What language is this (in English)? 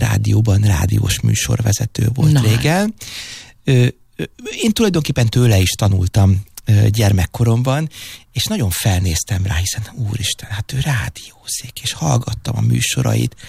Hungarian